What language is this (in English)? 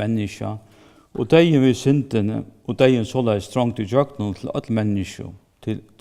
Faroese